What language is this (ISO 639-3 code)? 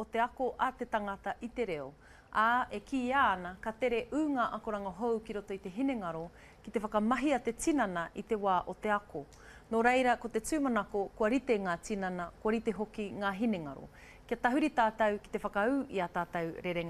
mri